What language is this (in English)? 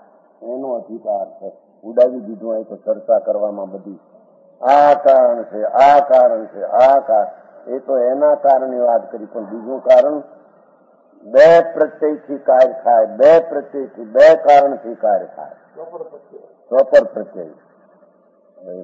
Gujarati